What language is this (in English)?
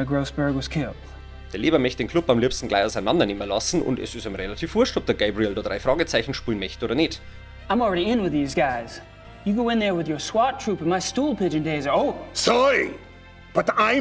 Bavarian